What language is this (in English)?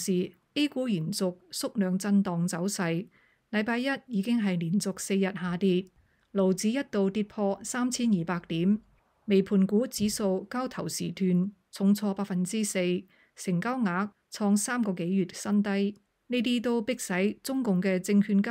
Cantonese